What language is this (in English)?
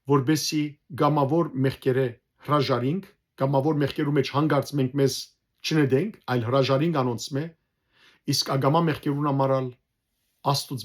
Western Armenian